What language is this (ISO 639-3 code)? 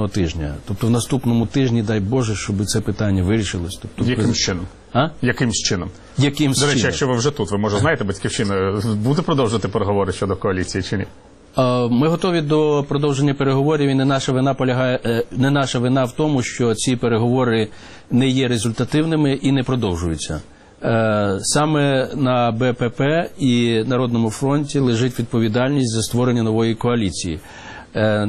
ukr